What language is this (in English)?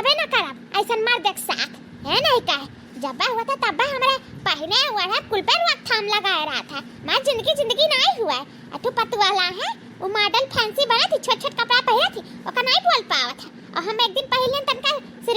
Awadhi